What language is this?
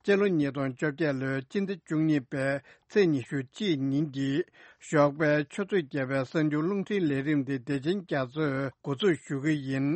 Tibetan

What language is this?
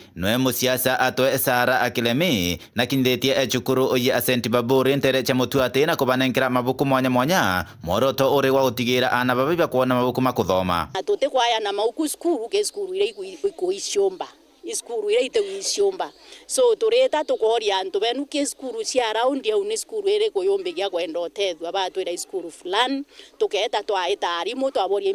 Meru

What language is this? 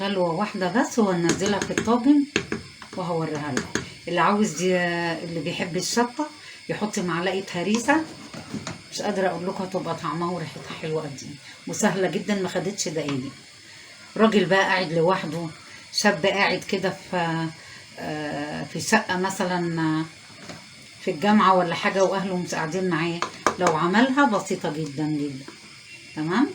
Egyptian Arabic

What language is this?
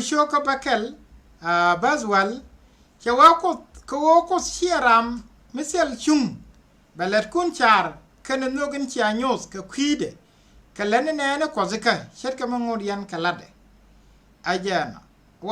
Nuer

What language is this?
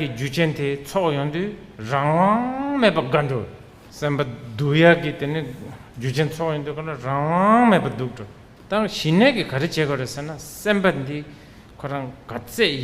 Tibetan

